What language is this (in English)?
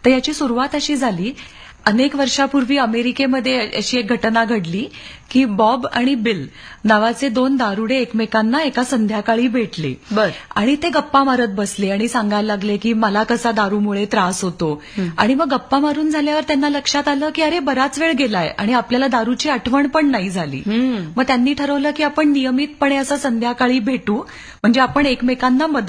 Marathi